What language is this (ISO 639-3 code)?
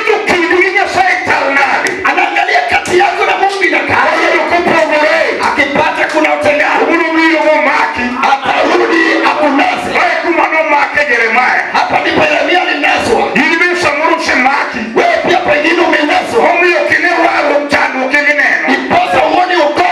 luo